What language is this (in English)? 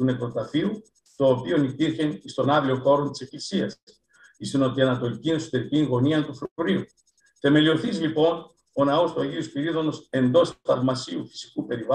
Greek